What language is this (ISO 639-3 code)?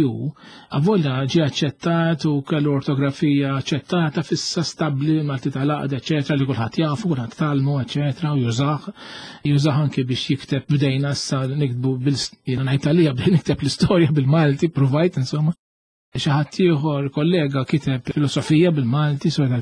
mlt